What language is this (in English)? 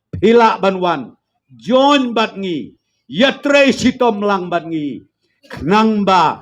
Khasi